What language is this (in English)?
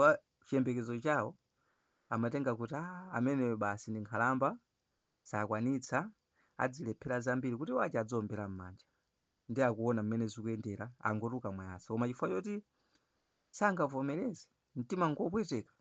Nyanja